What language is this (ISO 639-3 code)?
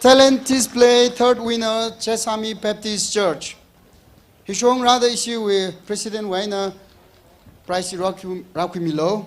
nmf